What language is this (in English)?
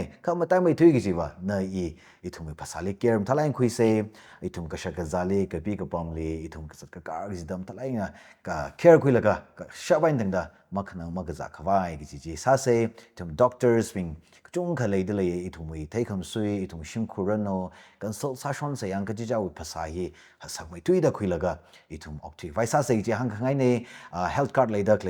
Tangkhul Naga (India)